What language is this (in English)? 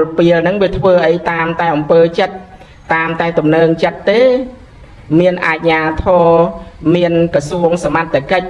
Khmer